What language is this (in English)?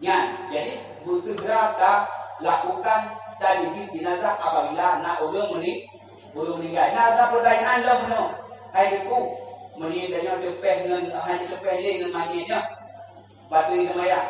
Achinese